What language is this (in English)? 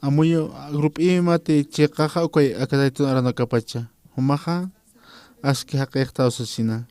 Aymara